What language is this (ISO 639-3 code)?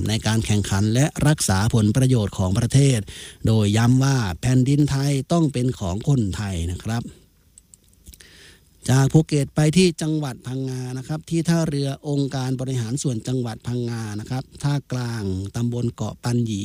tha